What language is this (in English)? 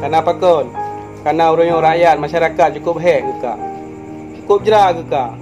Achinese